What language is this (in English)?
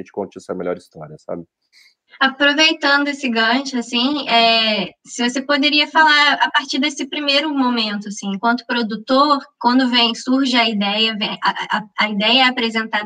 Portuguese